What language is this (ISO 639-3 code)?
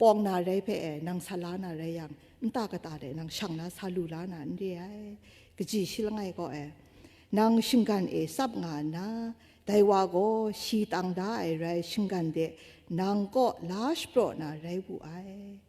kac